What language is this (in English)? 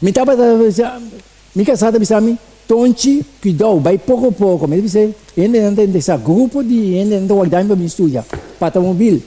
Papiamento